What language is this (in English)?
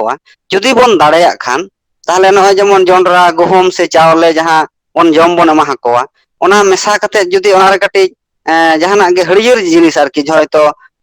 Santali